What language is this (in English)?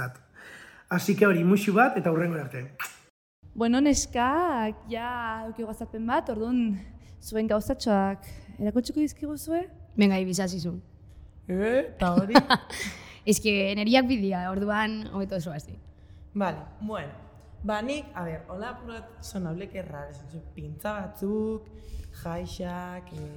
Basque